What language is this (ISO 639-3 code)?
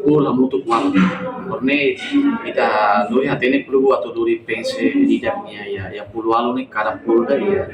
tet